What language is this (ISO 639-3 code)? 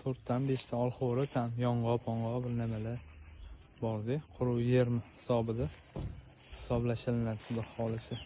uzb